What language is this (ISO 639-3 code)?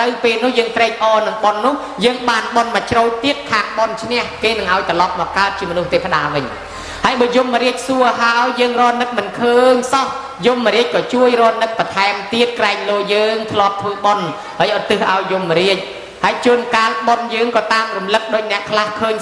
khm